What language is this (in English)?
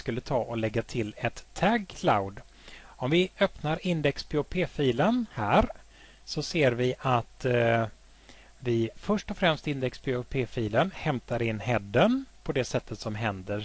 Swedish